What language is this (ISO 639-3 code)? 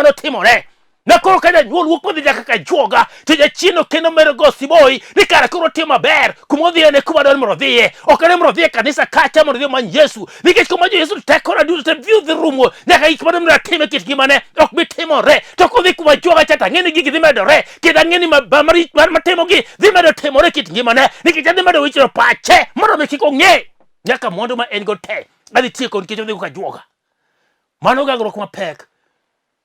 luo